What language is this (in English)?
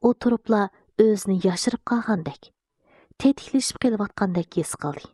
Uyghur